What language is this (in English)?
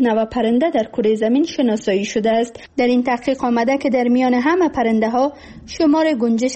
Persian